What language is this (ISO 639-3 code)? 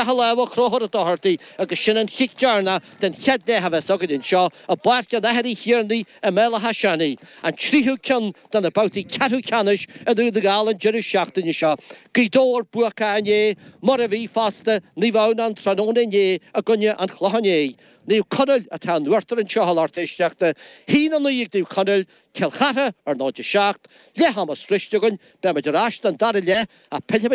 gle